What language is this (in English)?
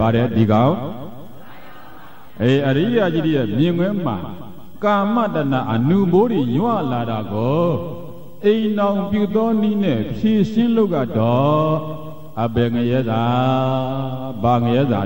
Burmese